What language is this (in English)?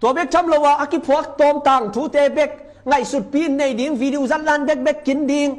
Tedim Chin